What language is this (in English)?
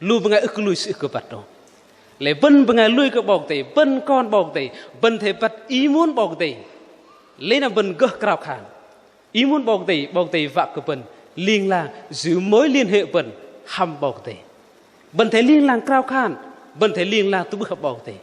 Bahnar